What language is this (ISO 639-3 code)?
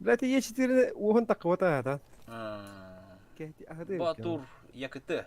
sah